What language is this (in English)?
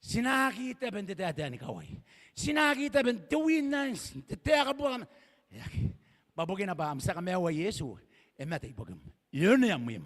Gilbertese